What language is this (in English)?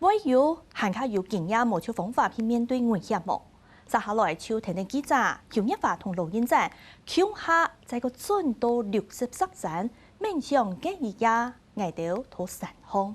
Hakka Chinese